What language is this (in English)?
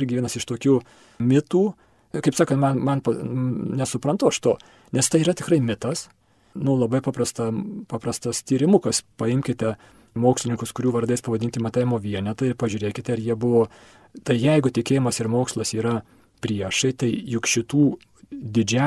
Lithuanian